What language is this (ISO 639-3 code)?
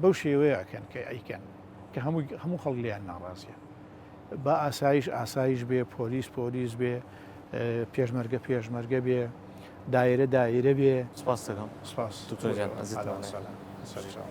ckb